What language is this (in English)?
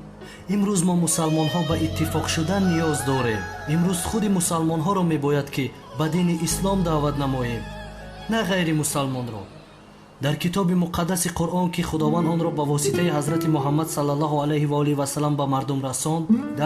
Tajik